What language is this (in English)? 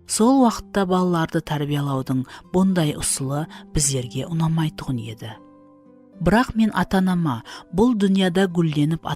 Kara-Kalpak